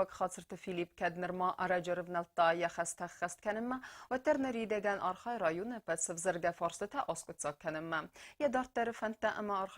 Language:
Ossetic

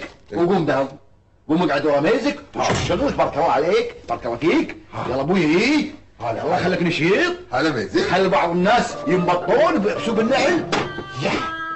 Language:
Gulf Arabic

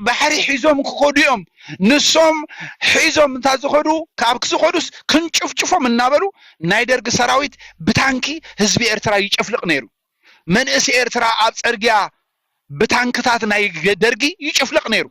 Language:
Tigrinya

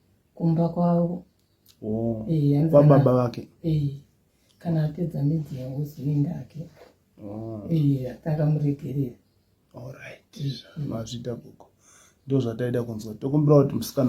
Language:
Shona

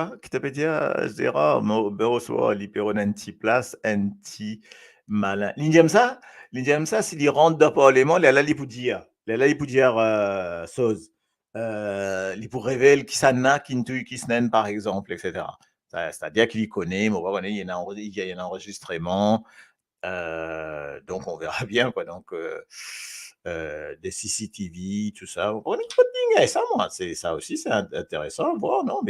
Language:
Morisyen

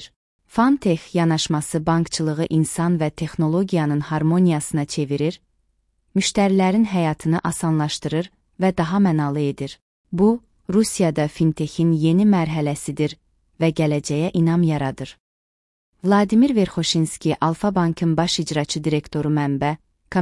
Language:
Azerbaijani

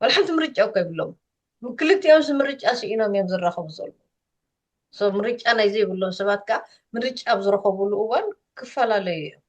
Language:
Tigrinya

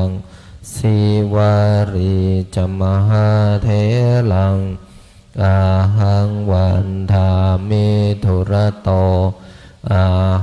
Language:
Pali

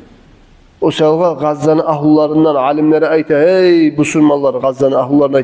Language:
Kumyk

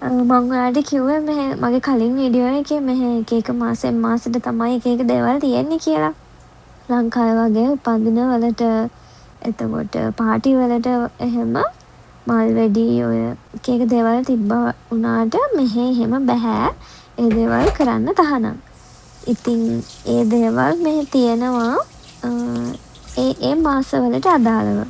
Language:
Sinhala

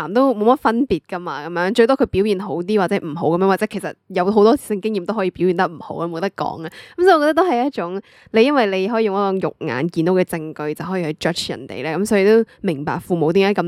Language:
Cantonese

